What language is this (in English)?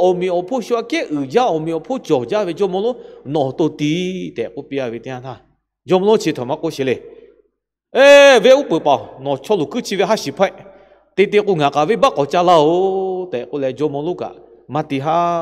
Lahu